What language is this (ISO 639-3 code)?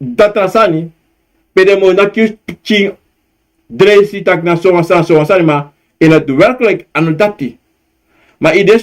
srn